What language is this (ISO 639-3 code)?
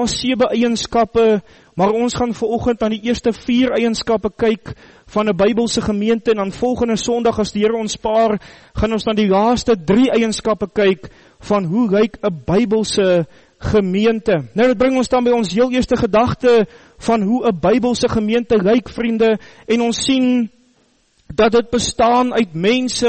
afr